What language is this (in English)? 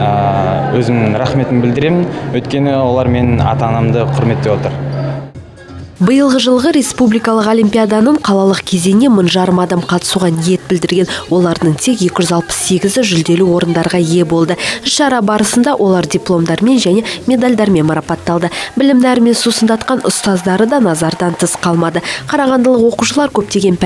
Kazakh